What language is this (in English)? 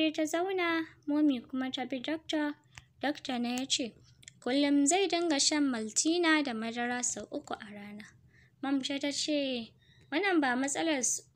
Hausa